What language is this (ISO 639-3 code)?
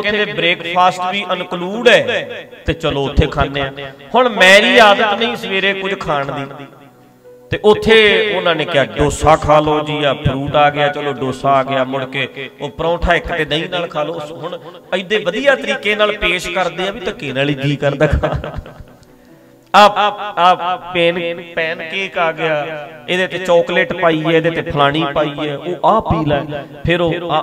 pan